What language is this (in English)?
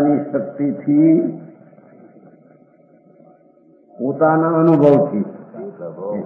Gujarati